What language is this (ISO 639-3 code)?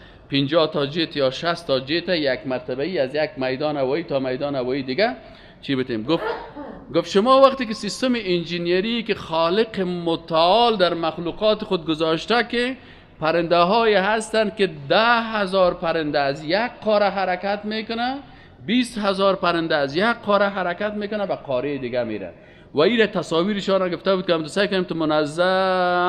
fas